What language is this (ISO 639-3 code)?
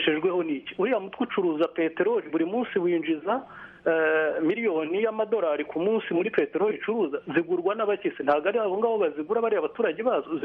kin